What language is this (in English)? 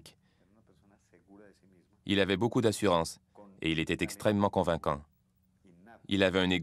French